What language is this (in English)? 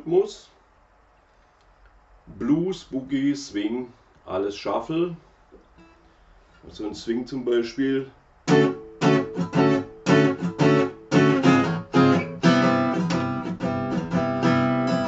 German